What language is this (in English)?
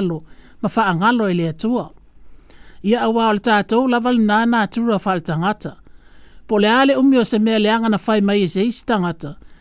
Samoan